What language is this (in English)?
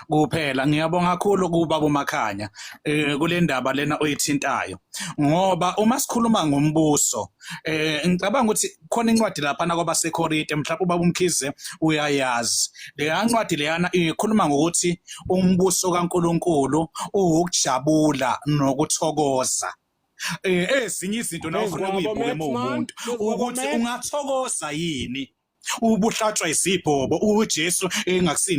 Zulu